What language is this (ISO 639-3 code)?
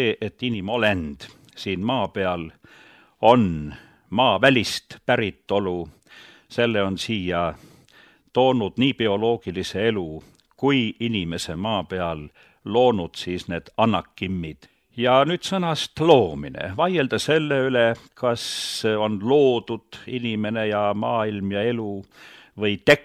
est